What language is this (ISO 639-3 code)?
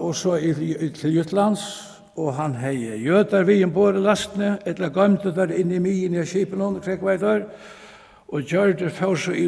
fao